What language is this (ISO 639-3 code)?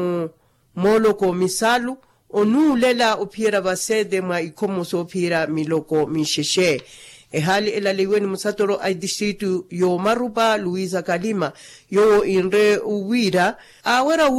vmw